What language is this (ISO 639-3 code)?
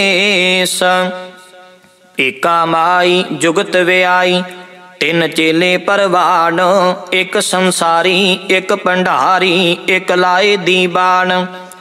pan